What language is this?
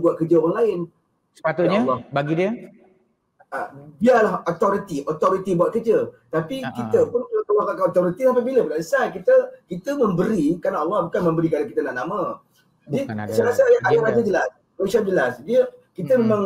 Malay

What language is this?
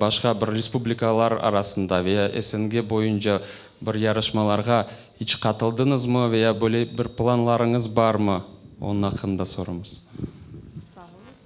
Crimean Tatar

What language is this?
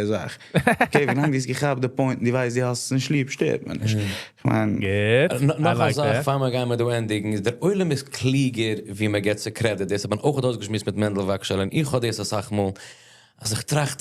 Yiddish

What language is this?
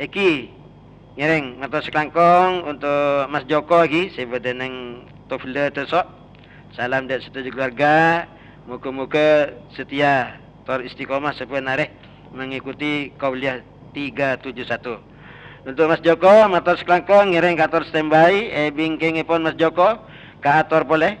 Madurese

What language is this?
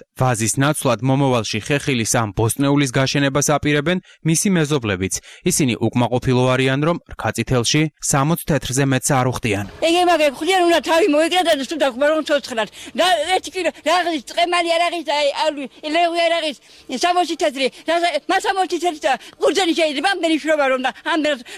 Georgian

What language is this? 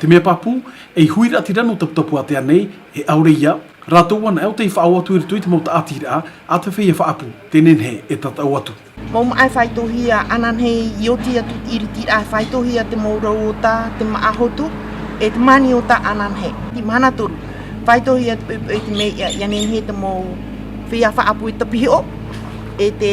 Tahitian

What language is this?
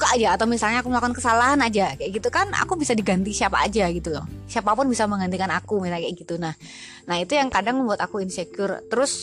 Indonesian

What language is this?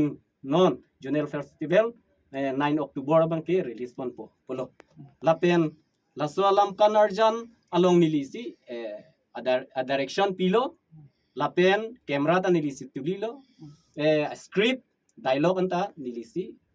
Karbi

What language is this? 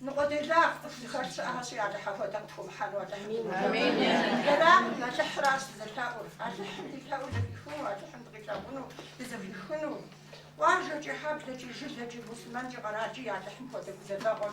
Kabardian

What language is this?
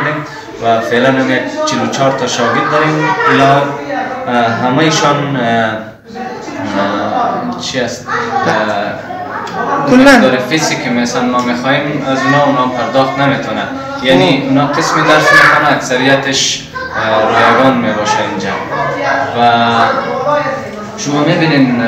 Persian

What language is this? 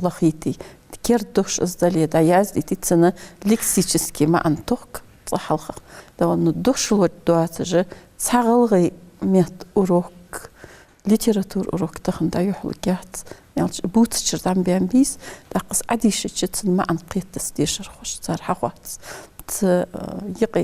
Ingush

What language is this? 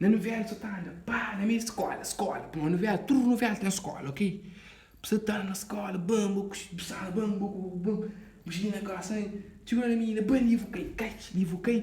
Kabuverdianu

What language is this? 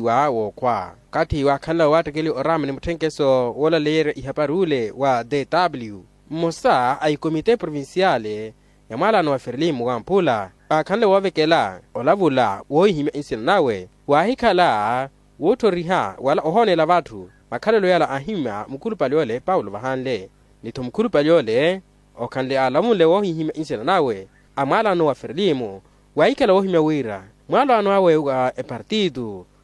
Makhuwa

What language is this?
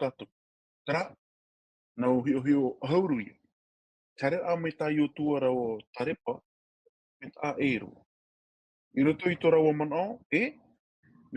Tahitian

